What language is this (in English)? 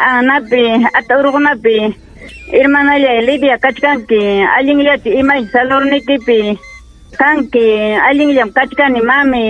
Ayacucho Quechua